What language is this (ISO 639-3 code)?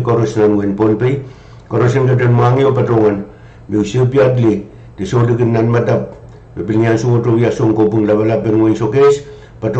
pon